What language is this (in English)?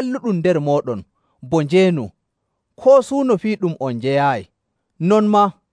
Nigerian Fulfulde